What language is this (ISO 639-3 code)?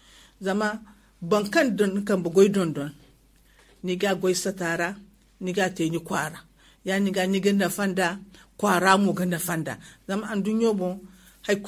dje